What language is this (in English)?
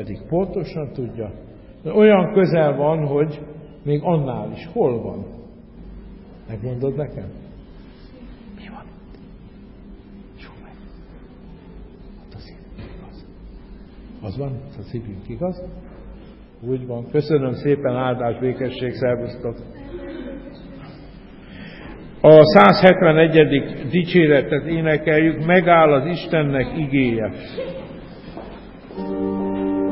Hungarian